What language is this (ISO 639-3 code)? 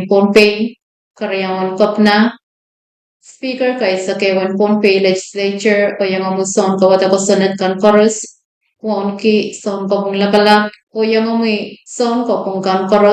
pon